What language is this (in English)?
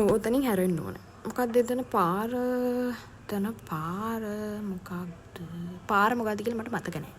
Sinhala